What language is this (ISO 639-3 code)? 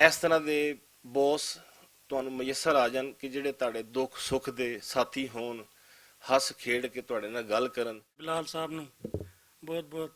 lah